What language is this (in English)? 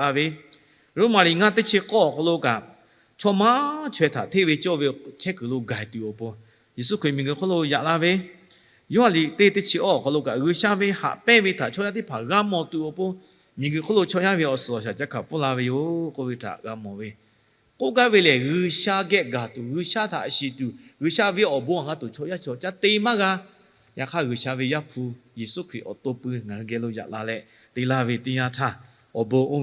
Lahu